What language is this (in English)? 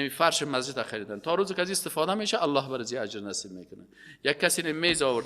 Persian